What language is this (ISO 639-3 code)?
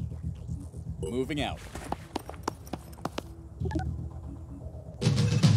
por